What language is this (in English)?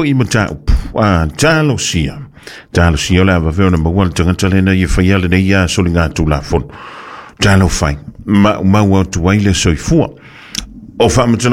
Samoan